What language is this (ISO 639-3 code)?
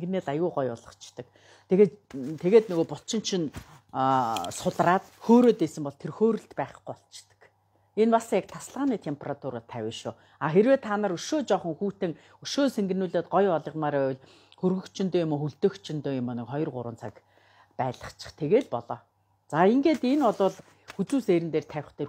mon